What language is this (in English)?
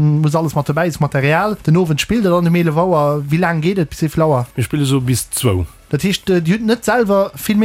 Luxembourgish